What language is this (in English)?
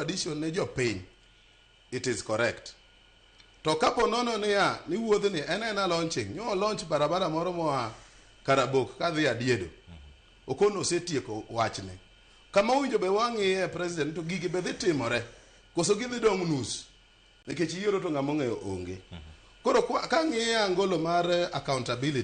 Luo (Kenya and Tanzania)